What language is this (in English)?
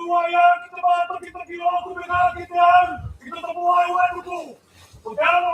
Māori